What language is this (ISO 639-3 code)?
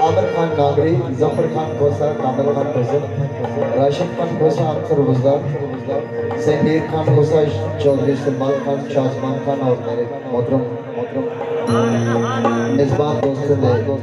skr